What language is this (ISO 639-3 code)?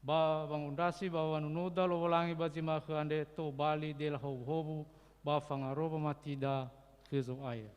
nia